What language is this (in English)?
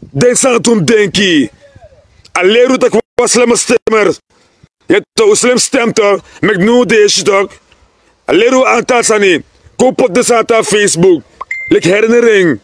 Sranan Tongo